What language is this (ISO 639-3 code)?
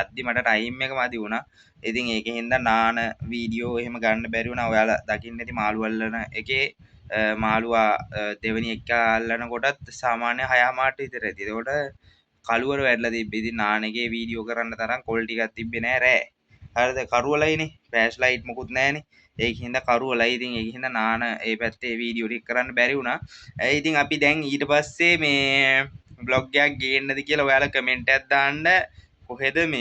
sin